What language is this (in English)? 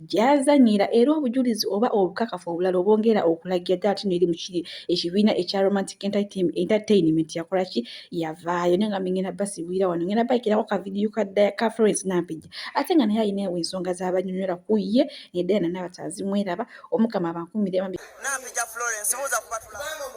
Ganda